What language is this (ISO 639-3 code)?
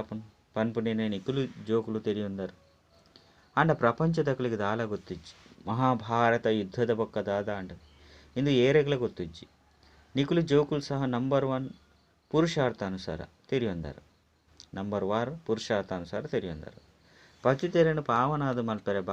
tcy